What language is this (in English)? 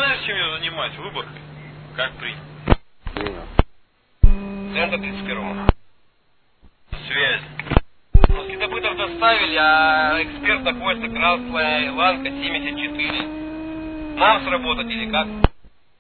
Russian